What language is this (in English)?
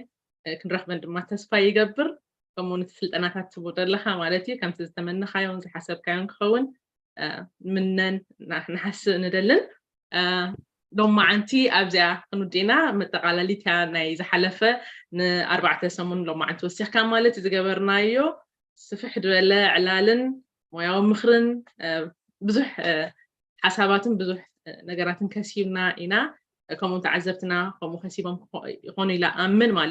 Tigrinya